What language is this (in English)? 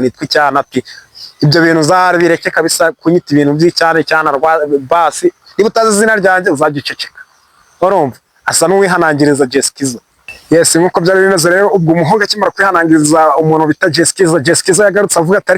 Kinyarwanda